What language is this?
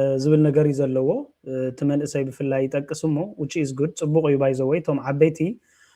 Tigrinya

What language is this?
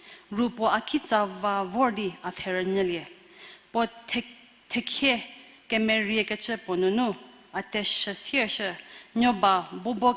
Angami Naga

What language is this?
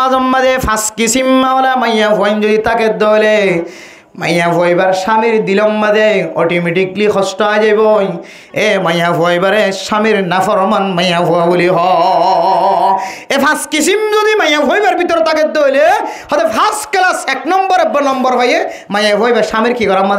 Rohingya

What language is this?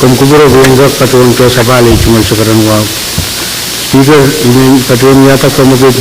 Pohnpeian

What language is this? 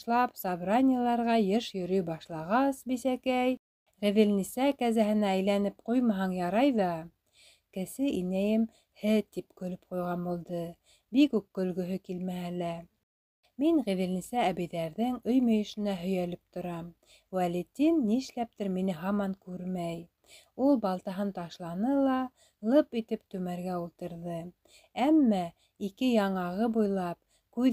Bashkir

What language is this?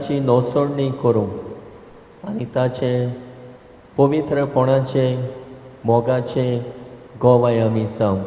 Konkani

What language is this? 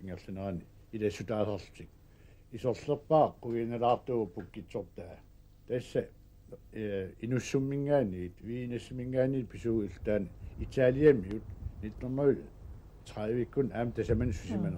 Kalaallisut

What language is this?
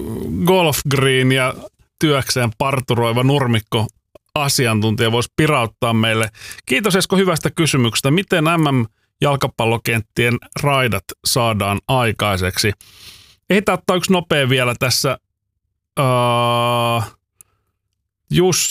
Finnish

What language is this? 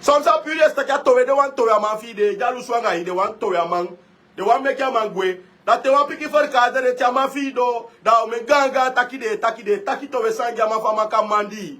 Sranan Tongo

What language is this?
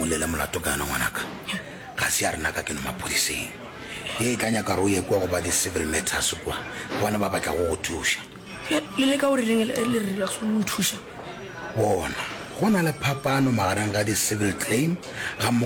Northern Sotho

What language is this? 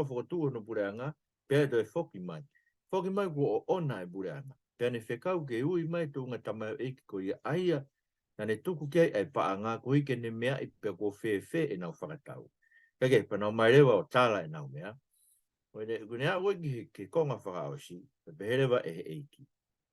Tongan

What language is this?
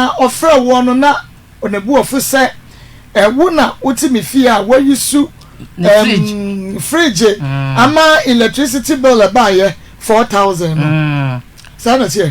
Akan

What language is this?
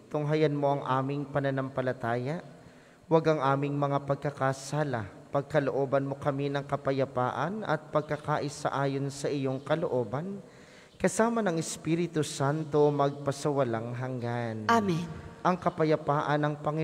Filipino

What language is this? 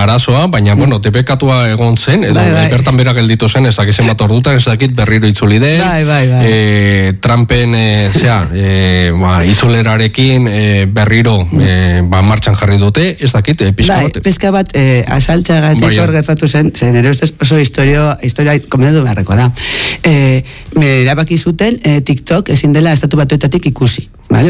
Basque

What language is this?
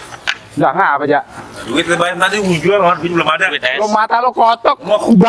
Betawi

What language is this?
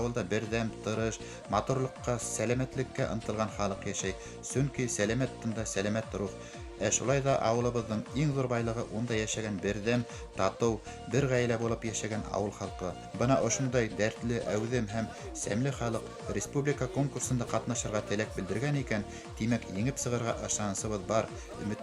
Bashkir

